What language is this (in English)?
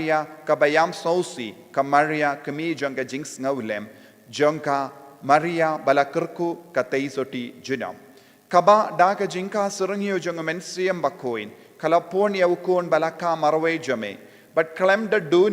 Khasi